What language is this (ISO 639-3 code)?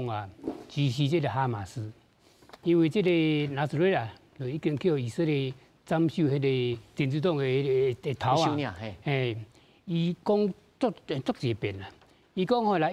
nan